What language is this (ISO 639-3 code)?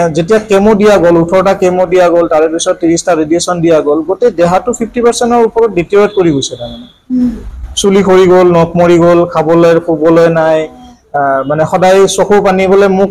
asm